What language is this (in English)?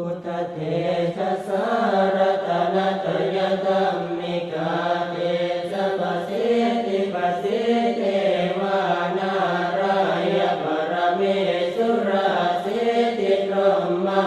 Pali